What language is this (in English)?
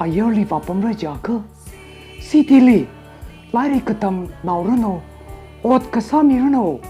Tangkhul Naga (India)